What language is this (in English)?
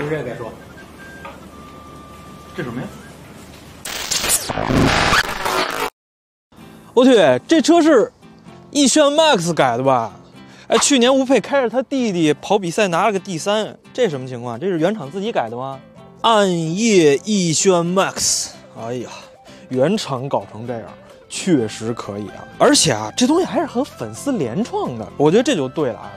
Chinese